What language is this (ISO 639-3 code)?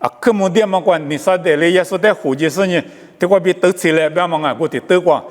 lis